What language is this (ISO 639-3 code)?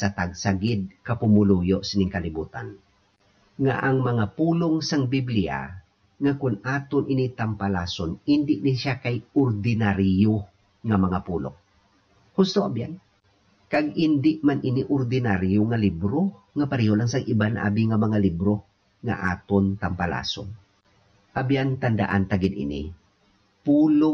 hil